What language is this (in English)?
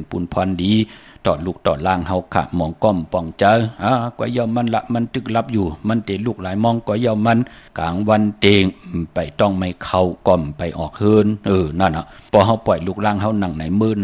Shan